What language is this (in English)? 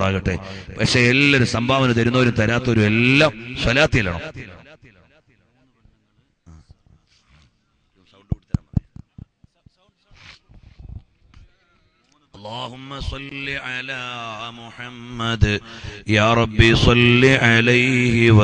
Malayalam